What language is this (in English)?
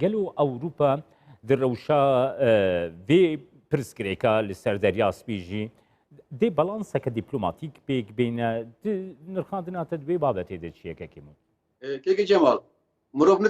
Kurdish